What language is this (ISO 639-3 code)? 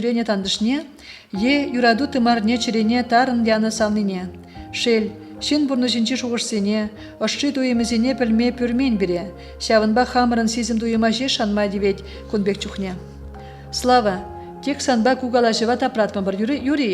chv